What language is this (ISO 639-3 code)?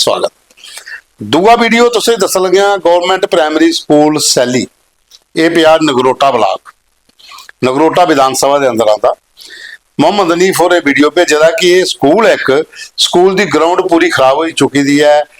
doi